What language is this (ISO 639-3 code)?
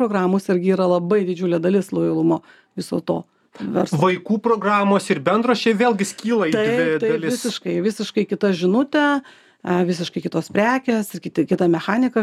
lit